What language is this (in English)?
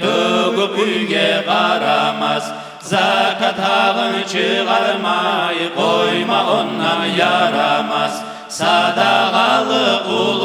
Kumyk